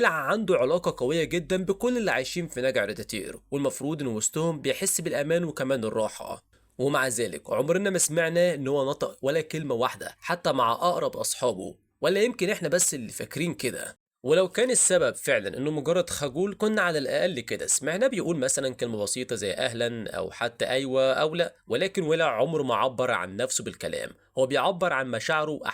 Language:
Egyptian Arabic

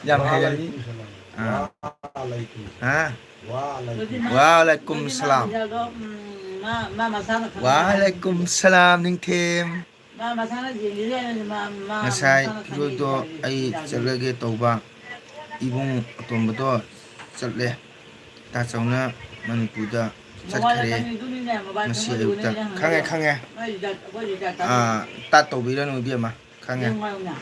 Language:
Manipuri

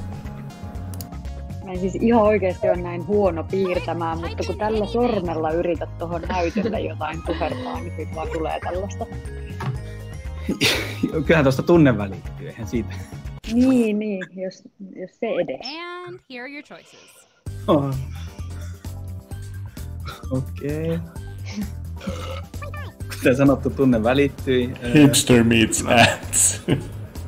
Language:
Finnish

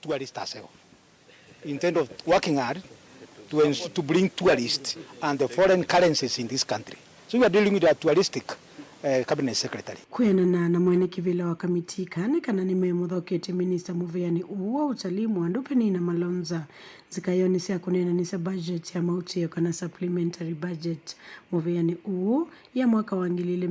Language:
Kamba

